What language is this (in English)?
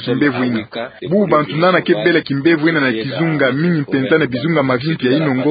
Kituba (Democratic Republic of Congo)